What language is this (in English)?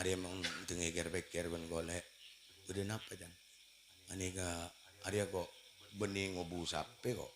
Madurese